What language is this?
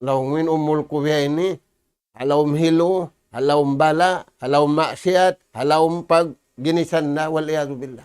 Tausug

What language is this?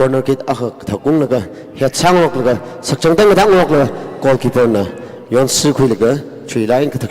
Tangkhul Naga (India)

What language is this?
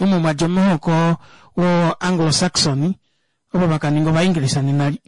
Kuanyama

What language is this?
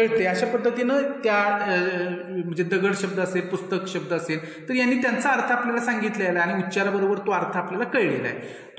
Marathi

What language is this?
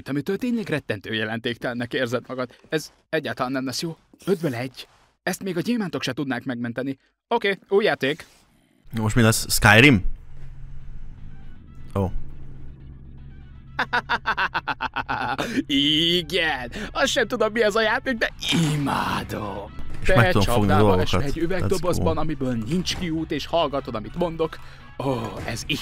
Hungarian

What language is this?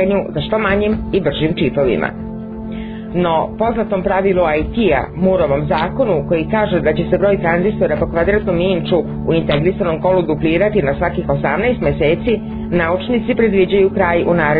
Serbian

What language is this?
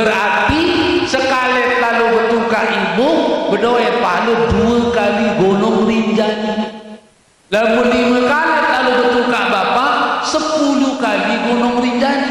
Sasak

